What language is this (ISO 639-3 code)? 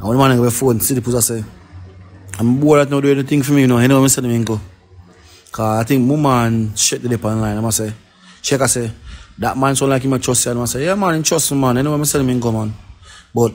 jam